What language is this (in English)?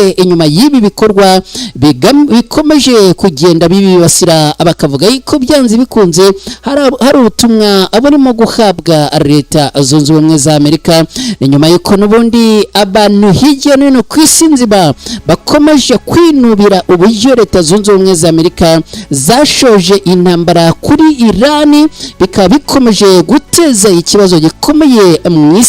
Kinyarwanda